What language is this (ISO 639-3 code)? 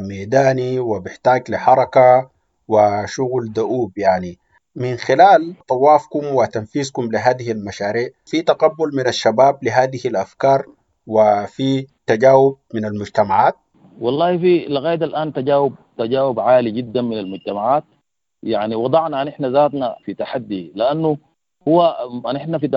apd